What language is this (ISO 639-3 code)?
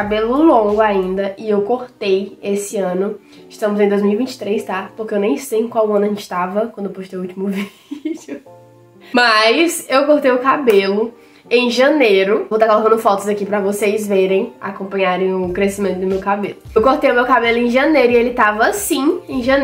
por